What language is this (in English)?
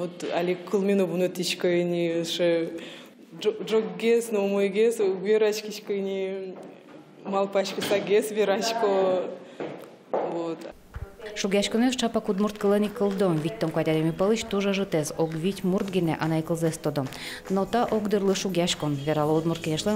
Udmurt